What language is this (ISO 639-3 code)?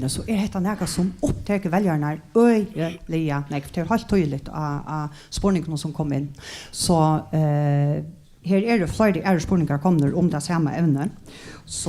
fao